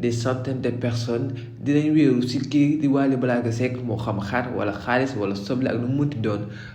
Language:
Wolof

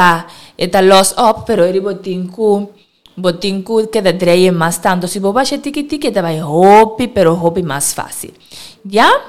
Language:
Papiamento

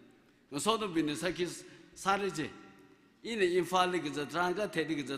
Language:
Tangkhul Naga (India)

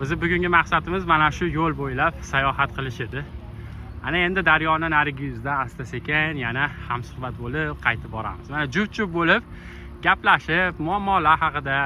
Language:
Uzbek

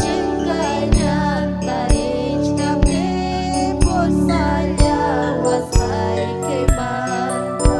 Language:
Ayacucho Quechua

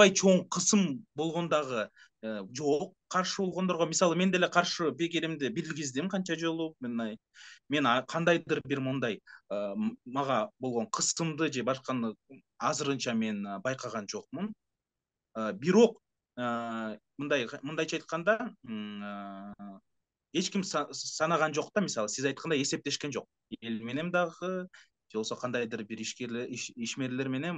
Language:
Kyrgyz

